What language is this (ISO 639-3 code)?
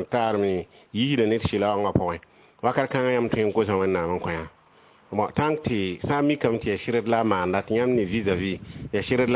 mos